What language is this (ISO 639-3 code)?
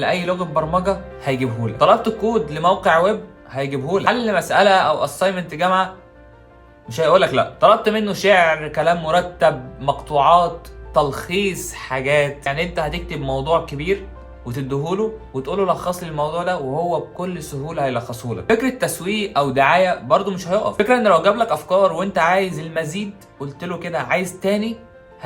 arz